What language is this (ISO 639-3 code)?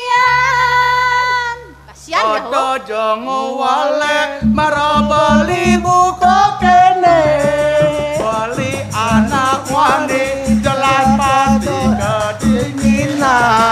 ban